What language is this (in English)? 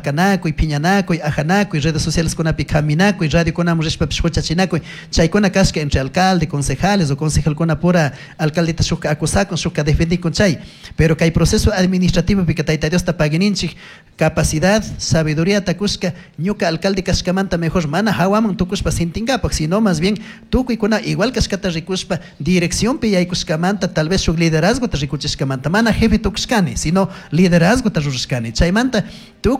Chimborazo Highland Quichua